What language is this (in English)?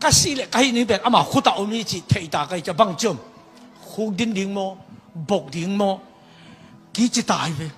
Tedim Chin